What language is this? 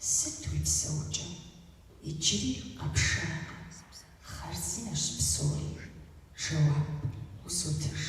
Kabardian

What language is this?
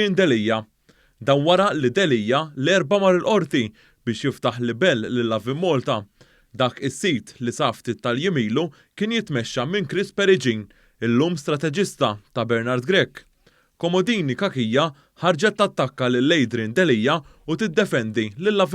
Maltese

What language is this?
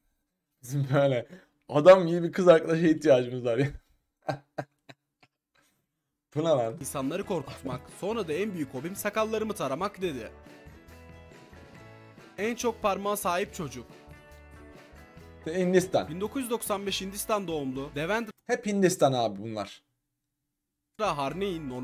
Turkish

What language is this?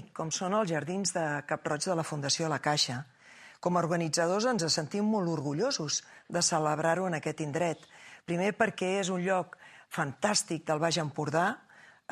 Catalan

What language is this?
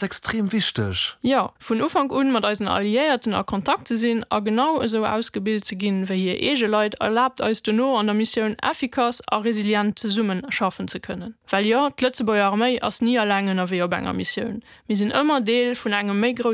Luxembourgish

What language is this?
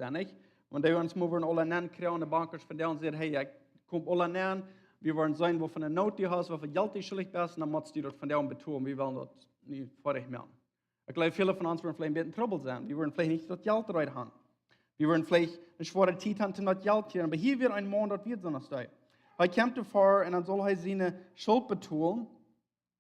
Plautdietsch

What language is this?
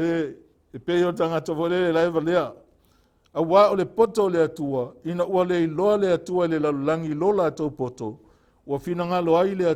Samoan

